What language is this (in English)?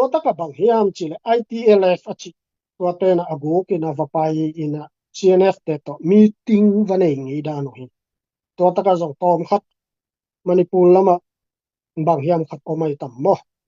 Tedim Chin